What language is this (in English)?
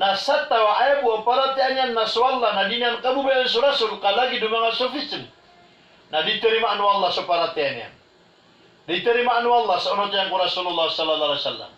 Maranao